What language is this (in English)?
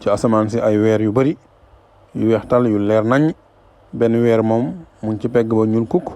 Wolof